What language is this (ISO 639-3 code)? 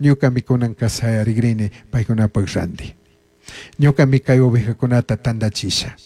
qug